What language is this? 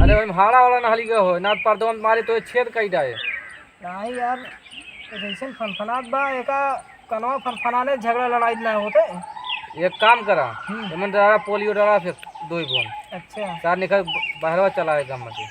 Awadhi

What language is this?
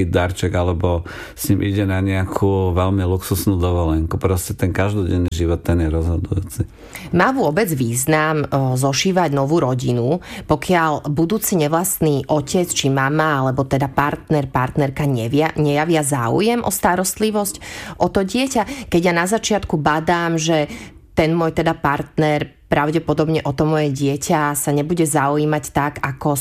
Slovak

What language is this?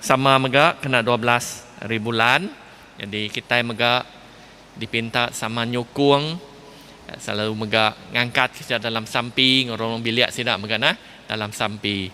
Iban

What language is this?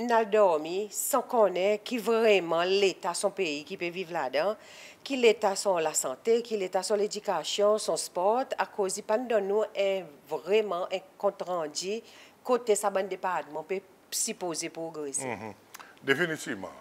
Seselwa Creole French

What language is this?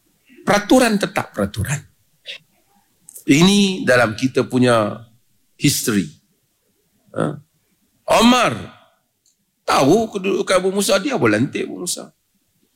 Malay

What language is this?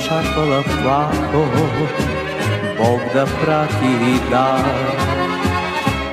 Bulgarian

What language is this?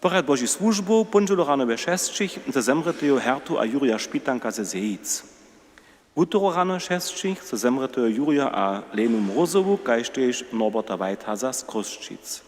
Upper Sorbian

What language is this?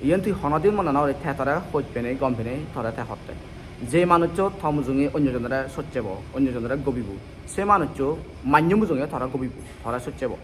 Chakma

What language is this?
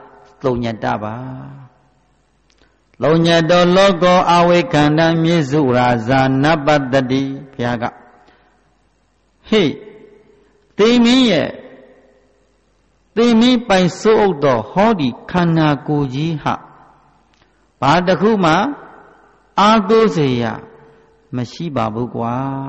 Burmese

